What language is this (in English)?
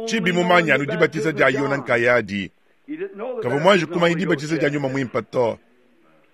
Luba-Lulua